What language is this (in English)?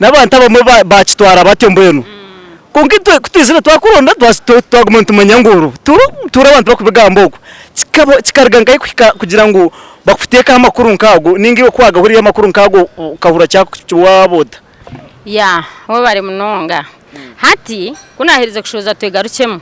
Nyankole